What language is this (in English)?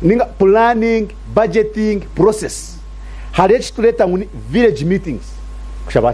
Nyankole